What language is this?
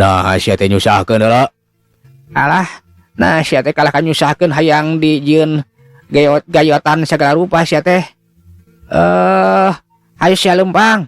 Sundanese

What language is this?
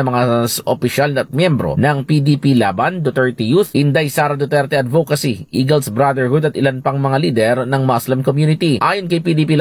Filipino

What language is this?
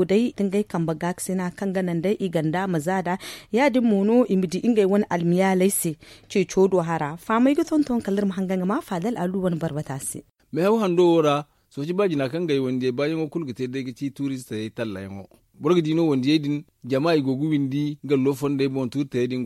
Zarma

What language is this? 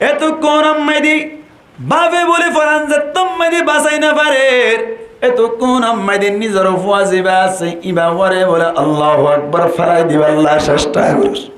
Rohingya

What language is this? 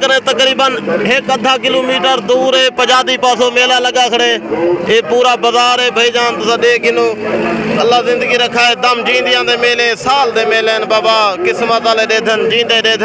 Saraiki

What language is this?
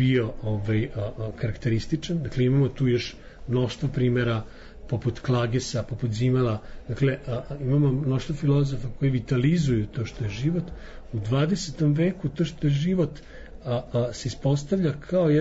Serbian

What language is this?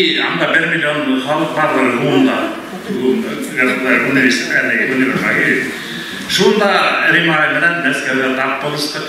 Bashkir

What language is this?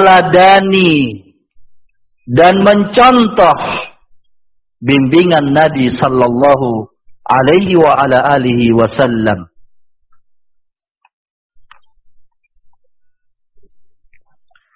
Indonesian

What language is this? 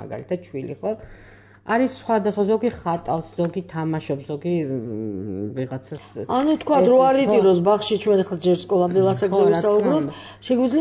Georgian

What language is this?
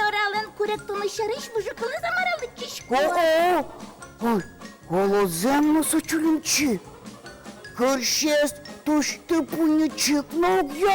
Udmurt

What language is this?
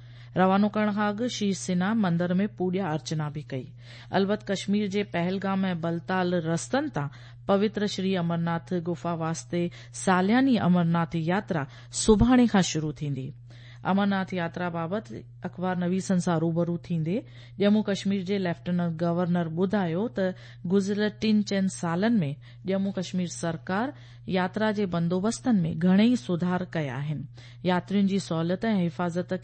Sindhi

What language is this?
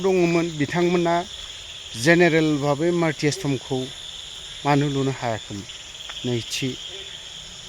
Bodo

